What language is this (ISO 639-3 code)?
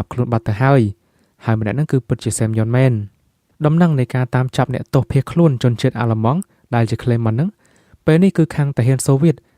khm